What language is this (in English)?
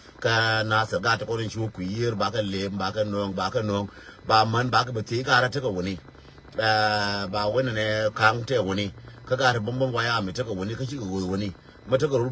Nuer